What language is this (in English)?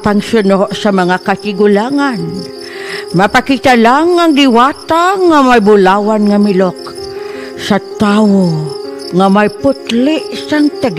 Hiligaynon